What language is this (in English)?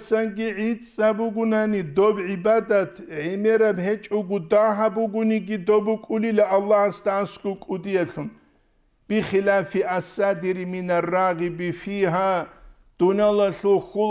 Avaric